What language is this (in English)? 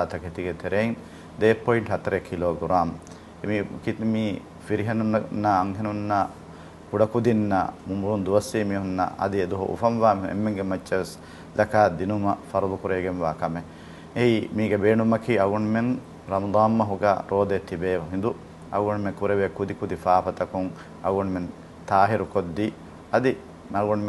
Divehi